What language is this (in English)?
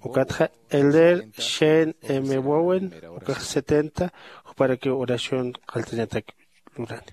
Aymara